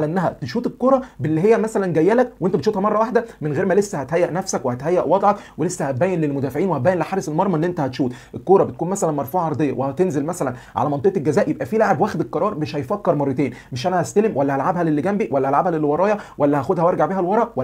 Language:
Egyptian Arabic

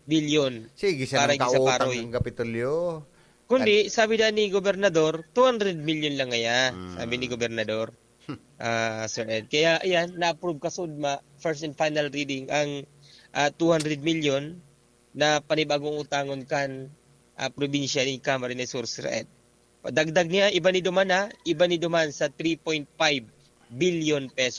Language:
Bikol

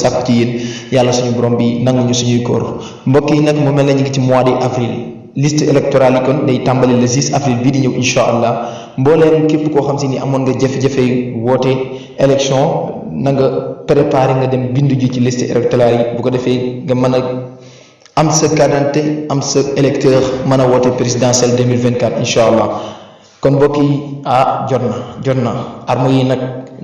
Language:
Wolof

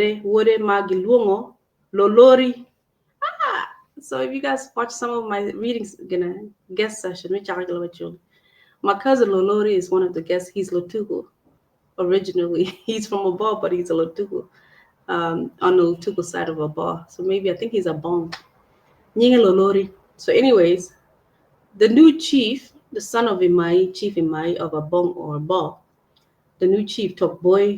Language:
Acoli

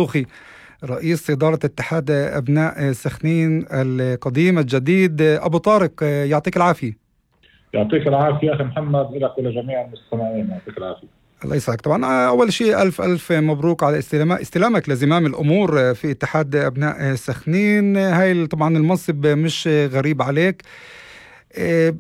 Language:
North Levantine Arabic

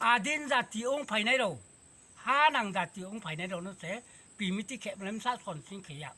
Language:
Riang (India)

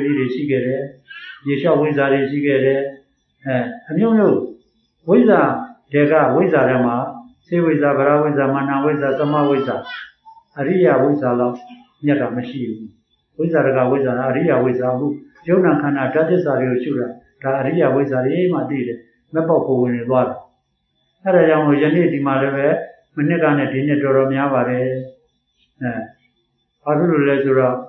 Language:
Burmese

